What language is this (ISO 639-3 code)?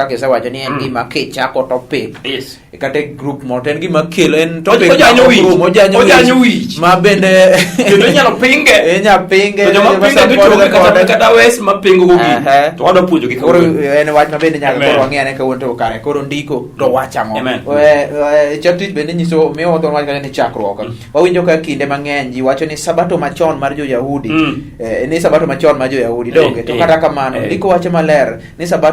luo